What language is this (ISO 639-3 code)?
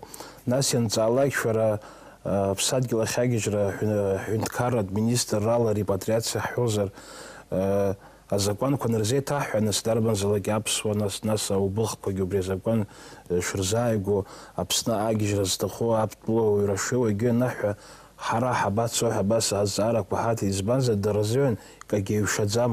abk